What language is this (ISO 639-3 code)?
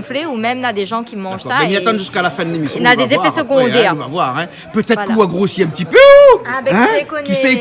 rcf